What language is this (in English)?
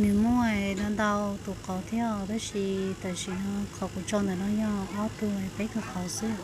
Hmong